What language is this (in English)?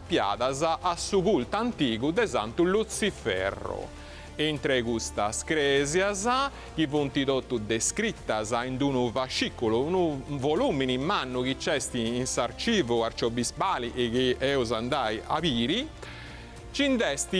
Sardinian